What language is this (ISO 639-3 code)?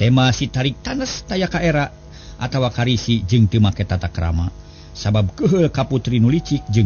sun